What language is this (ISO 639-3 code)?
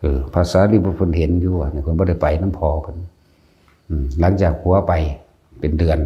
lao